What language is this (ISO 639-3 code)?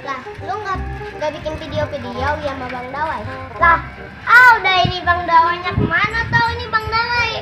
bew